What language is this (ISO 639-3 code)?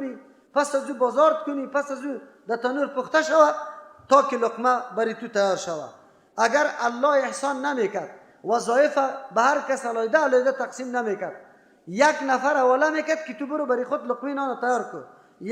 fas